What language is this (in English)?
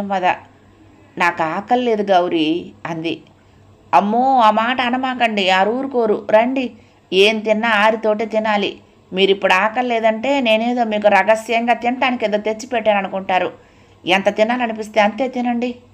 Telugu